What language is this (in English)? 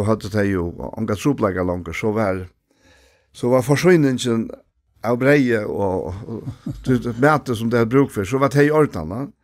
Faroese